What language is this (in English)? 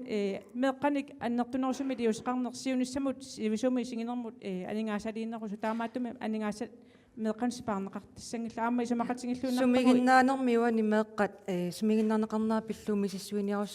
Kalaallisut